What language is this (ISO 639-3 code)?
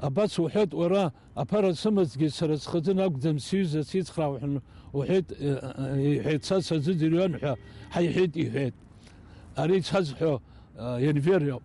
abk